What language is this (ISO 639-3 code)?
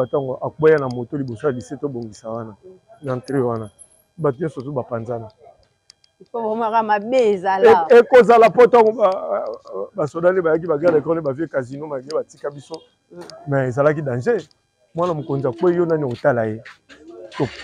lin